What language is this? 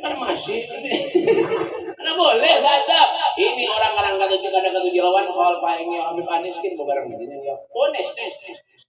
Banjar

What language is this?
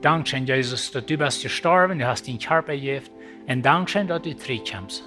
Plautdietsch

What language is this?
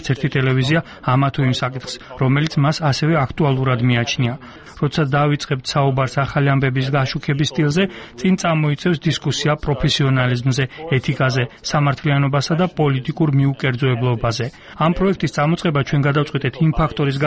Georgian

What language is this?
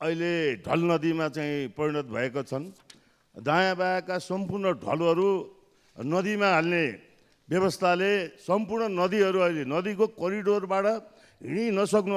Nepali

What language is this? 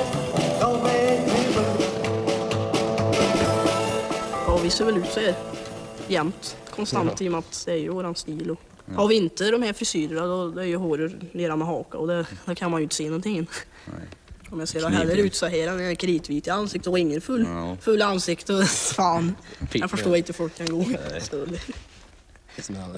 Swedish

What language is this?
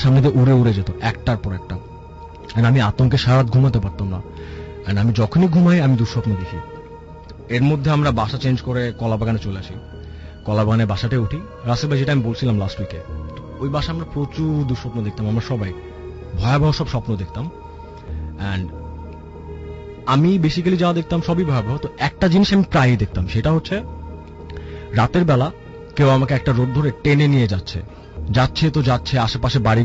Bangla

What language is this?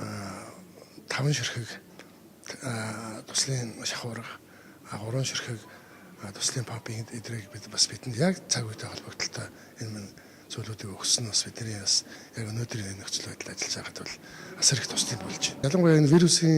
Mongolian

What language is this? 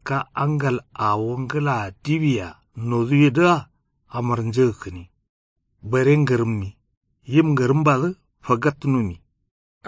Kanuri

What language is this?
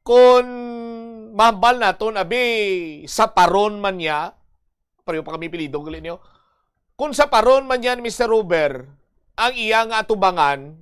Hiligaynon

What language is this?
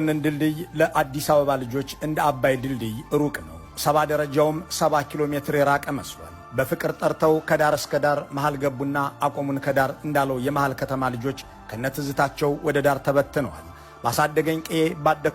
Amharic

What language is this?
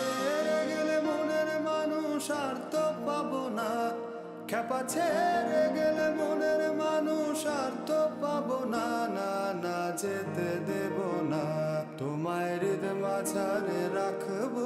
Bangla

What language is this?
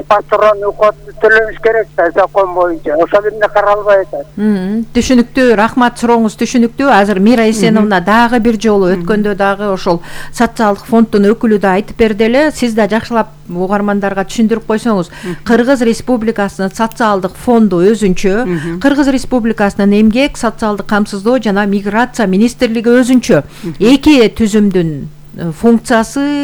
Kyrgyz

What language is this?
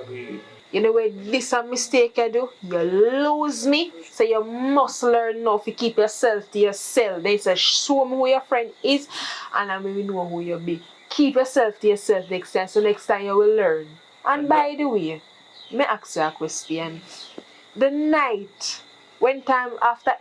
Jamaican Creole English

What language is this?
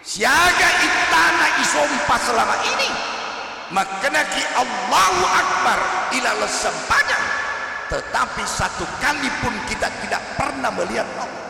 Buginese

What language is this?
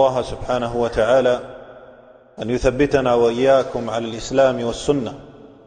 Arabic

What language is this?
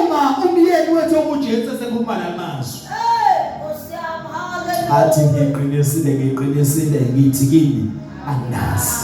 Zulu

